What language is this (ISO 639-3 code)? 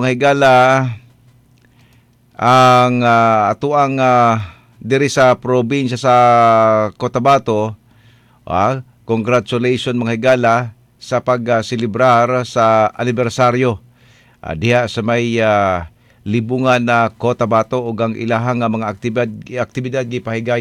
ceb